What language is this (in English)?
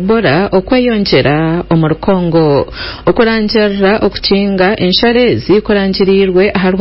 Nyankole